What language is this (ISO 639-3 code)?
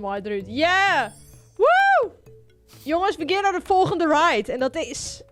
fry